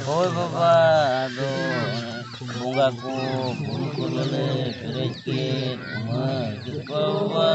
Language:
Santali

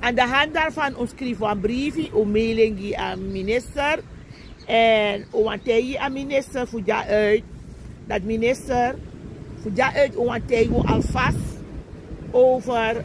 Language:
Sranan Tongo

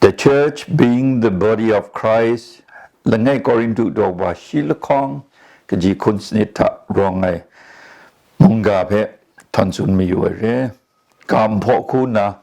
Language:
Kachin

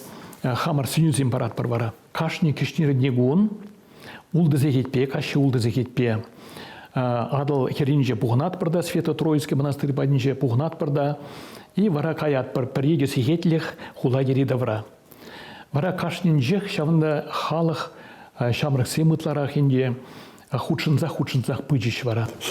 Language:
Chuvash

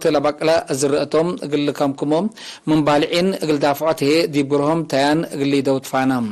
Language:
Tigre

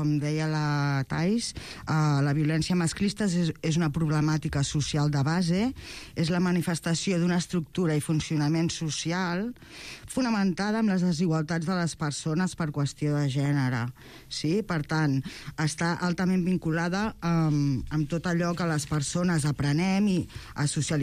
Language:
Catalan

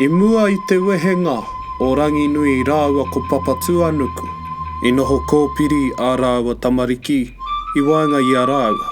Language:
Māori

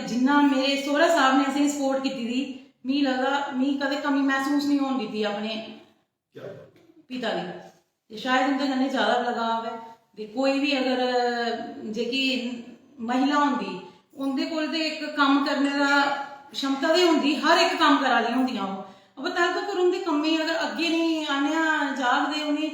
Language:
Dogri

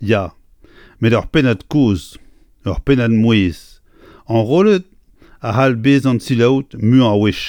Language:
Breton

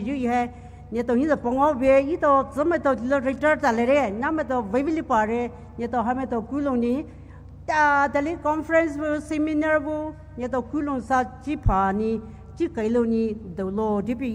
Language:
Poumei Naga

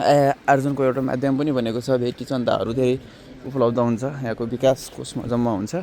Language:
Nepali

